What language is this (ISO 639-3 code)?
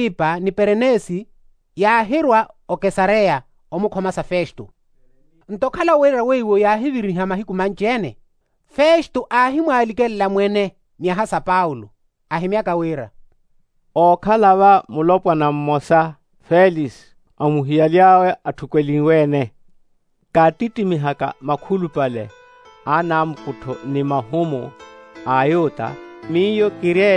vmw